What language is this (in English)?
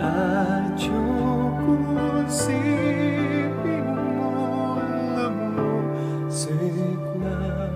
Pampanga